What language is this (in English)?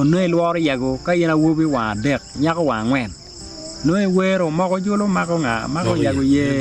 Acoli